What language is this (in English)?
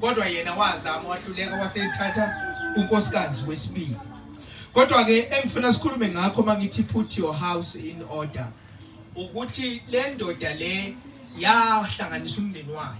Zulu